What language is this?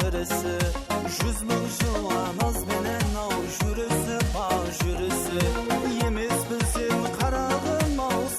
Kara-Kalpak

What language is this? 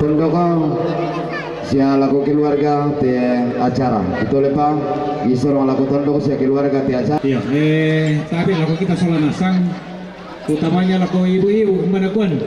Toraja-Sa'dan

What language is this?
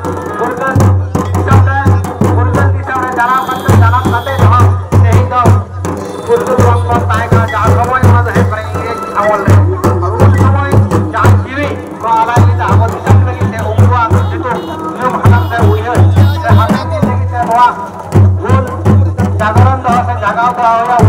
Santali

